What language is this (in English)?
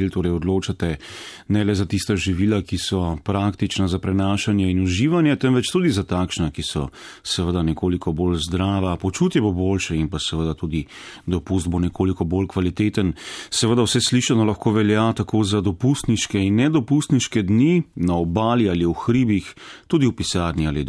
Slovenian